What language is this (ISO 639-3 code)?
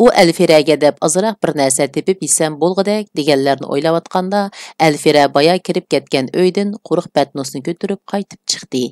uig